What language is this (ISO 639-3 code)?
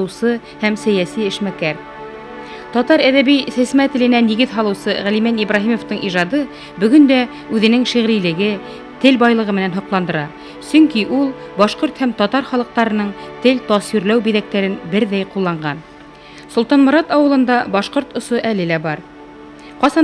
bak